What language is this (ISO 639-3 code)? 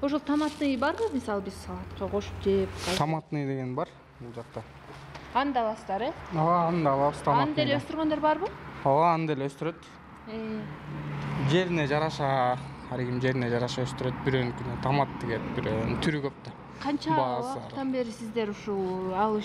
kir